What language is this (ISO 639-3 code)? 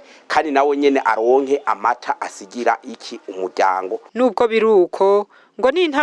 run